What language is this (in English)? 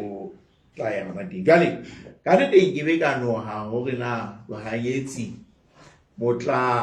Southern Sotho